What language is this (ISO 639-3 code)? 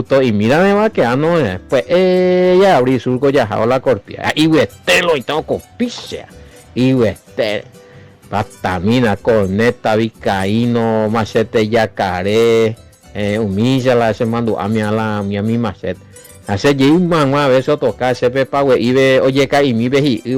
grn